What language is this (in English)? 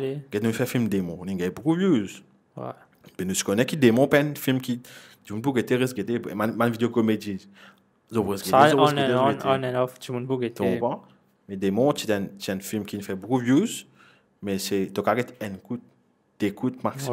Morisyen